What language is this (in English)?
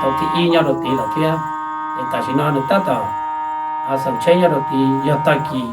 Hmong